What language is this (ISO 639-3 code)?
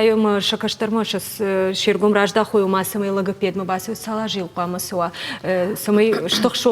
oss